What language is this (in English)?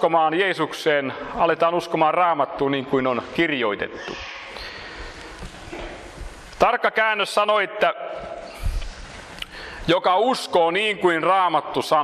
Finnish